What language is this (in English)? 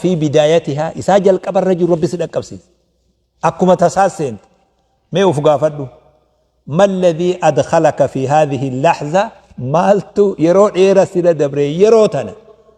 Oromo